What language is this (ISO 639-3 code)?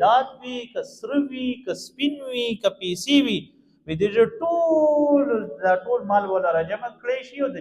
pus